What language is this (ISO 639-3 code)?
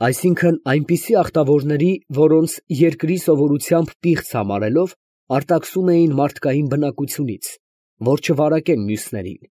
hye